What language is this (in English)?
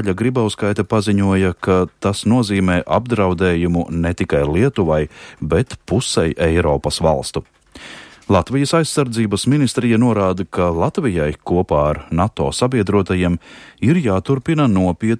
Latvian